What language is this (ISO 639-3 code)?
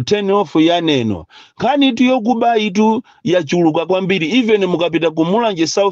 nya